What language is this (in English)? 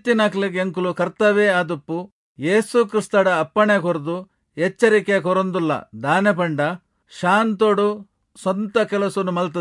Tulu